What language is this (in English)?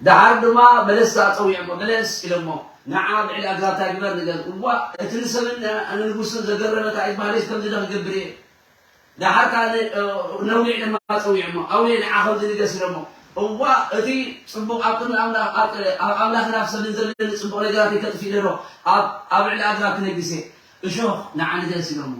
Tigrinya